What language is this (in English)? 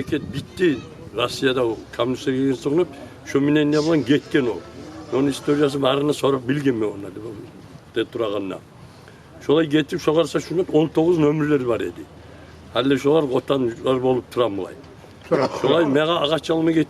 Kumyk